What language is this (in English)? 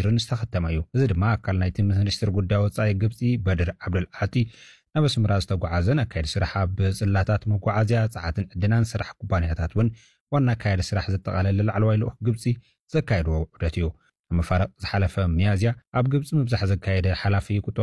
Tigrinya